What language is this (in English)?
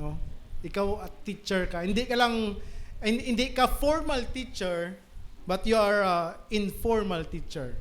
Hiligaynon